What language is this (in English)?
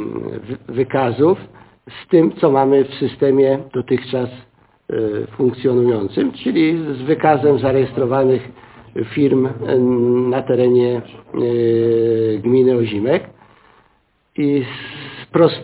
Polish